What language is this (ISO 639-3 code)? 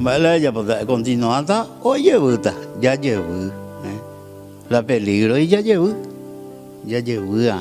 grn